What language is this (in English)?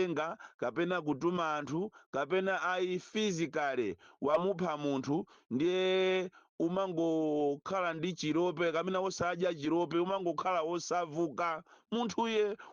Nyanja